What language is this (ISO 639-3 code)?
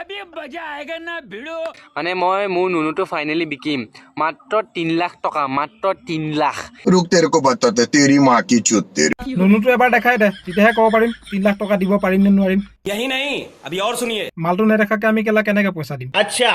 asm